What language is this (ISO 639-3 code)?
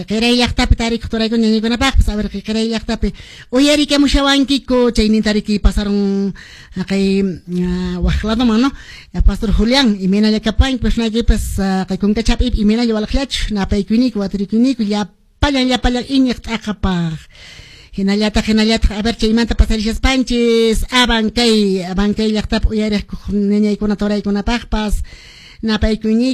que